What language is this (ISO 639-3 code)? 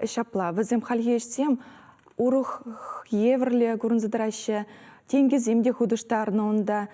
chv